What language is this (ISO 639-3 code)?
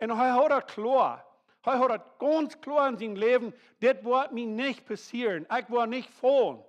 pdt